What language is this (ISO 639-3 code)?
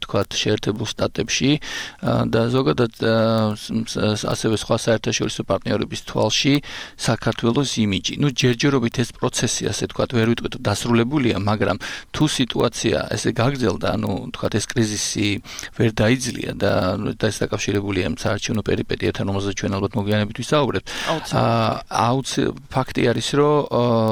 kat